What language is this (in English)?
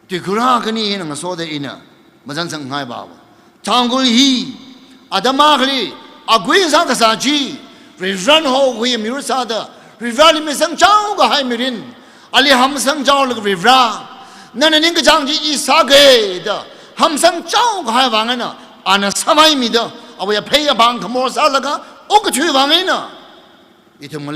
Tangkhul Naga (India)